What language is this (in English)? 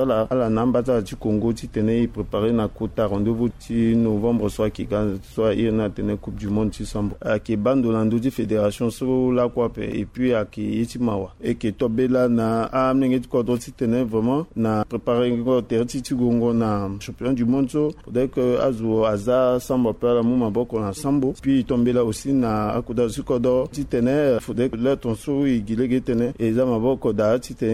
Sango